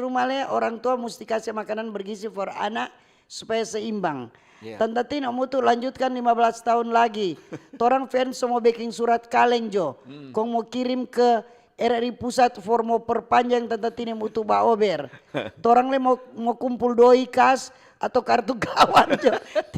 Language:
Manado Malay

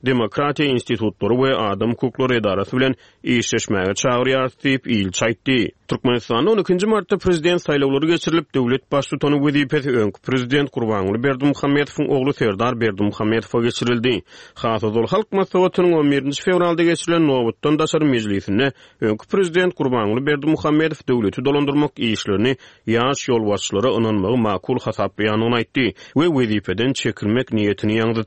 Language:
Turkmen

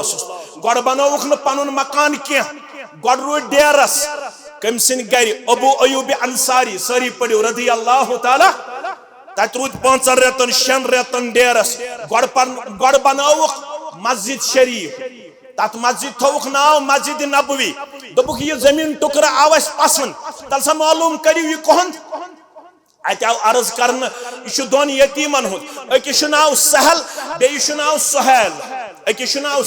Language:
Kashmiri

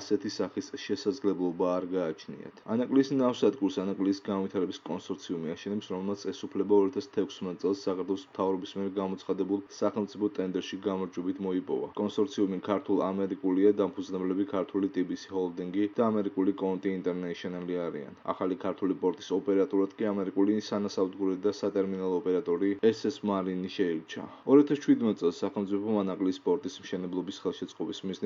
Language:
Georgian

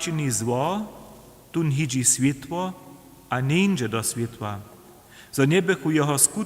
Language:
Upper Sorbian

